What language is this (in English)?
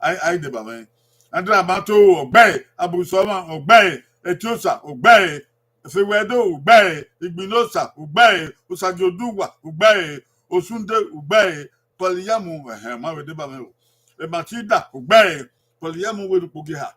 Bini